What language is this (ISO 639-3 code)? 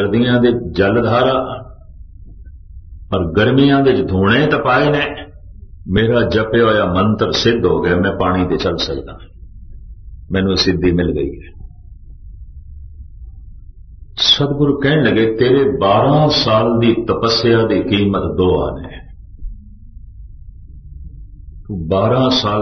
pan